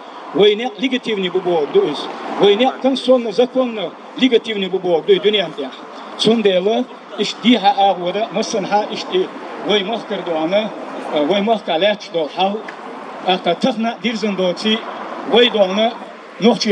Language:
Chechen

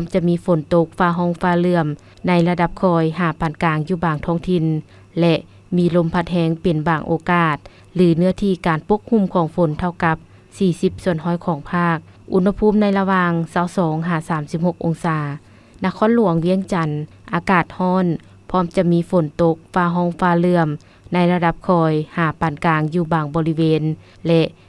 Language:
Lao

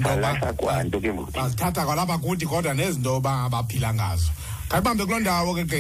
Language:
Xhosa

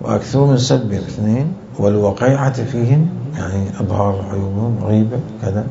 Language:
Mesopotamian Arabic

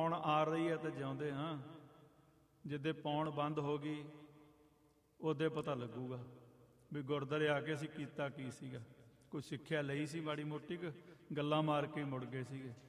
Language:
Punjabi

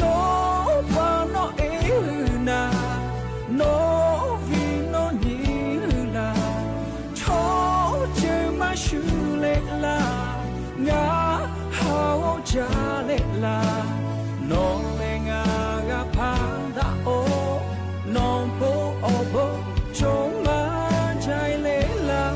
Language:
Lahu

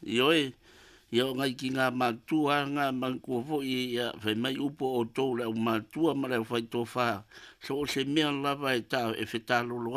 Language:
Samoan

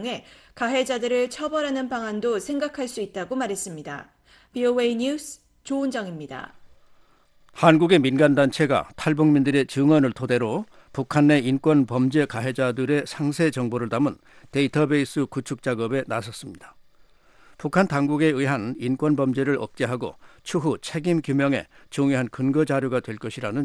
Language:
Korean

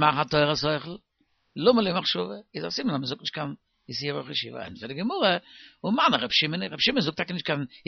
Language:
Yiddish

